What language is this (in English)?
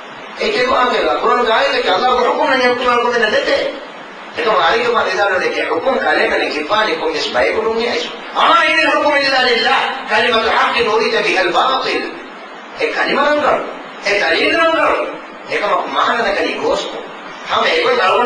Divehi